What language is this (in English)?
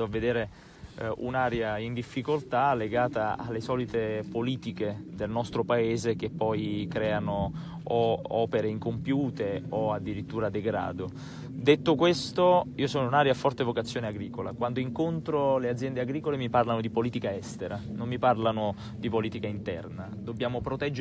Italian